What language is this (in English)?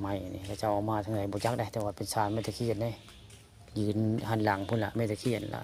Northeastern Thai